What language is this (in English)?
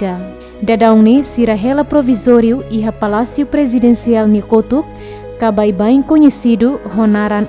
Tetum